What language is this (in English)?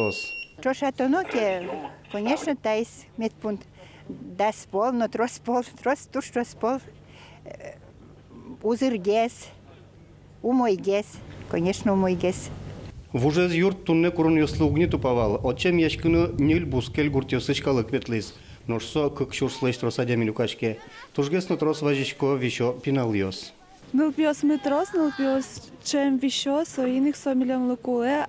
Udmurt